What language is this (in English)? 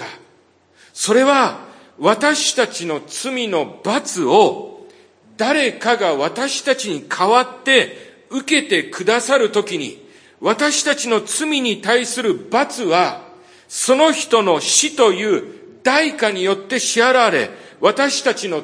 Japanese